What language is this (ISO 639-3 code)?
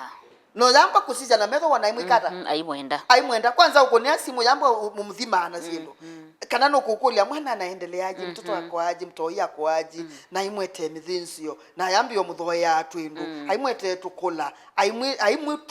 kam